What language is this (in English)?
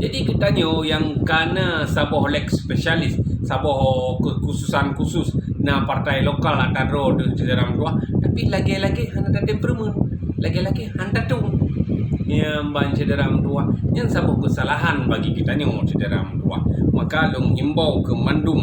Achinese